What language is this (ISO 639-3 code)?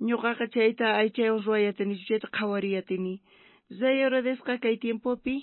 quh